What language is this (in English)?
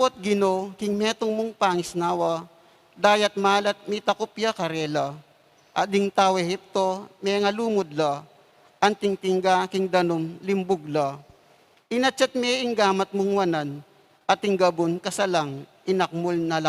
Pampanga